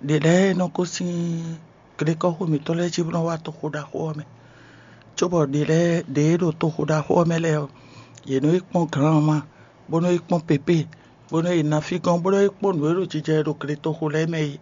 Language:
Fon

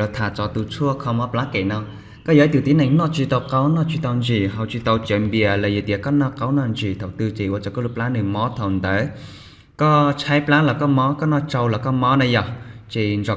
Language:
Hmong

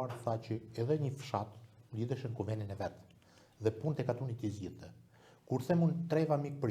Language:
Albanian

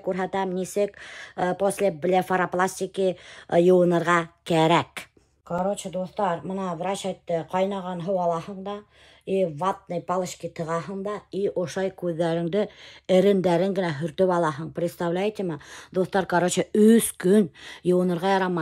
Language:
Bashkir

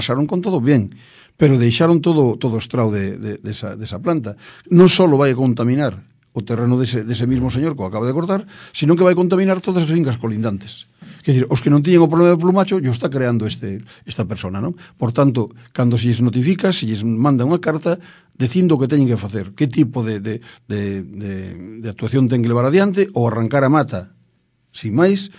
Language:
Galician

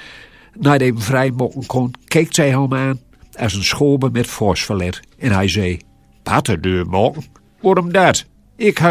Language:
Gronings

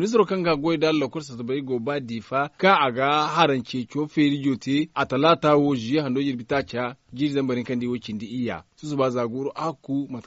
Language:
Zarma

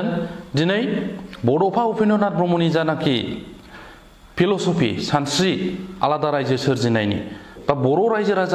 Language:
Bodo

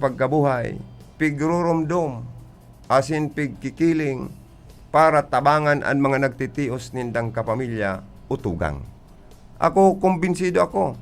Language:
Bikol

